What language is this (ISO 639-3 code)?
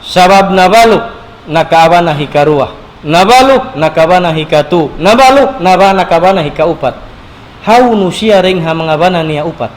tsg